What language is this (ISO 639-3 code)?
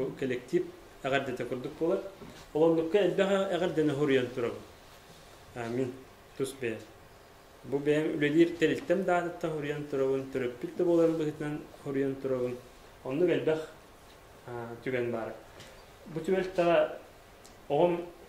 sah